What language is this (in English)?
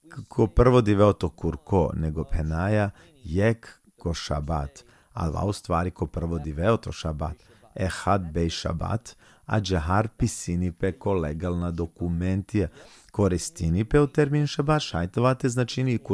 Balkan Romani